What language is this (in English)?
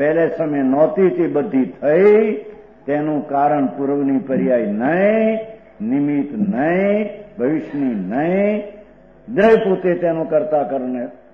Gujarati